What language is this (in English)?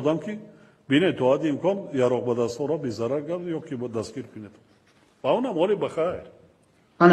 Tajik